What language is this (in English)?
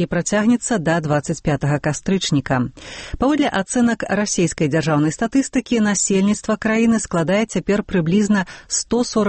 Belarusian